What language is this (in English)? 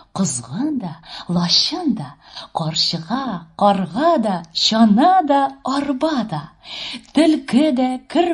Tatar